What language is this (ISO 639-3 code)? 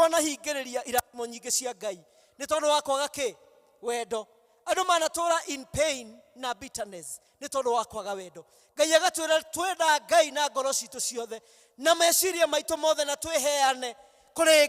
kik